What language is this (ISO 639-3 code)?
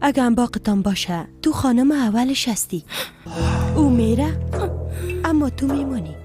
fas